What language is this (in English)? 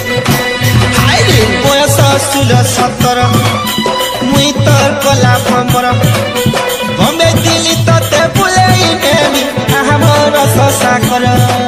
Sambalpuri